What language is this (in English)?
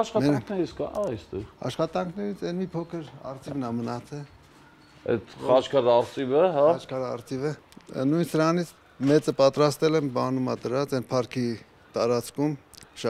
Armenian